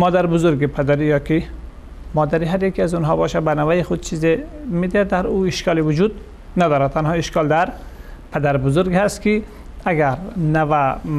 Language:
Persian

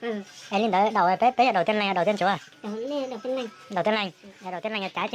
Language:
Hmong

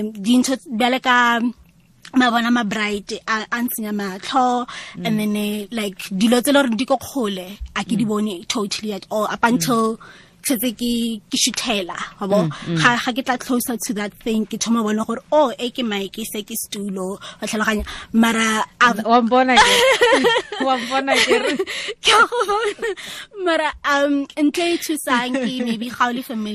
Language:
Tswana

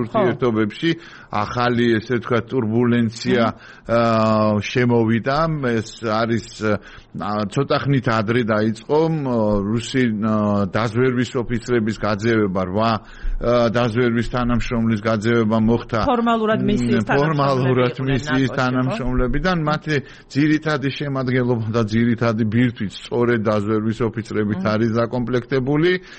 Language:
Georgian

